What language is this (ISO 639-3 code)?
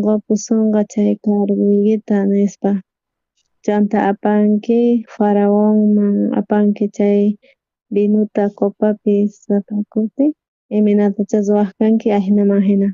quh